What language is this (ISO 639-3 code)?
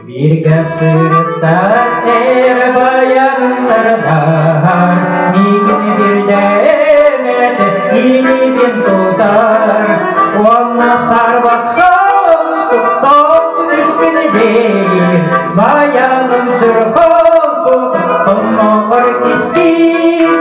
sah